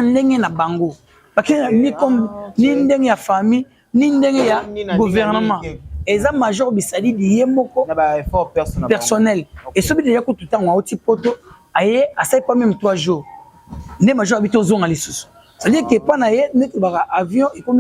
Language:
Lingala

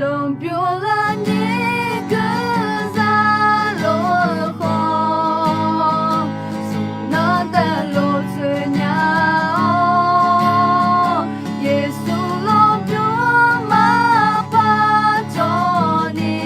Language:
Akha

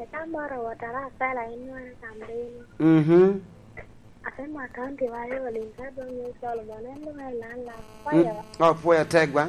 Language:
Lango (Uganda)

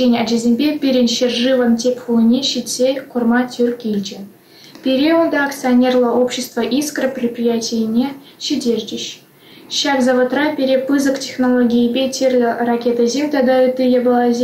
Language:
Chuvash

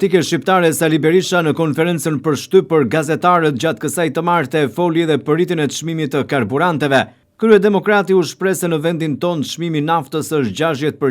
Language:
Albanian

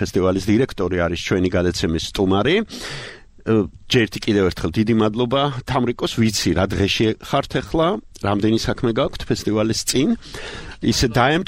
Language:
Georgian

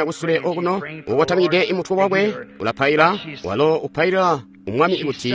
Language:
Tonga (Zambia)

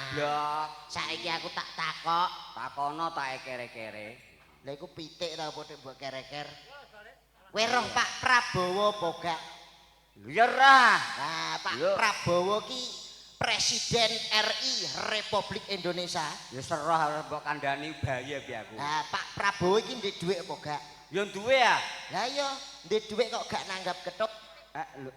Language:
Javanese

